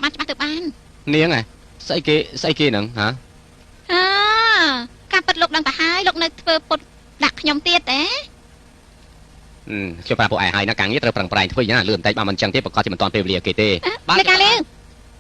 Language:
Khmer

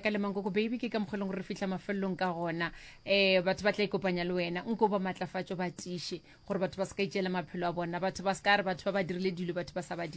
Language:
Northern Sotho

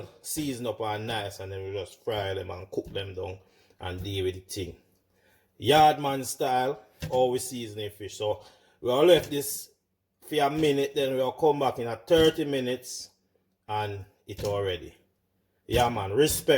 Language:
Jamaican Creole English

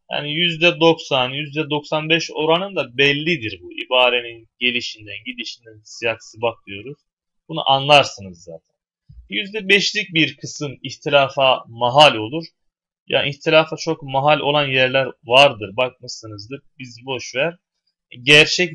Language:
Turkish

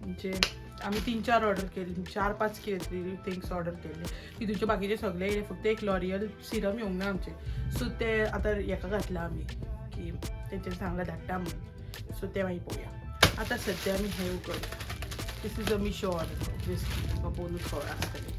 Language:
Konkani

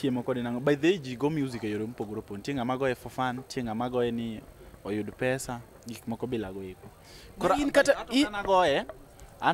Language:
Luo (Kenya and Tanzania)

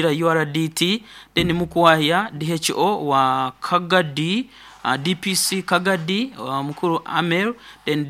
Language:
Nyoro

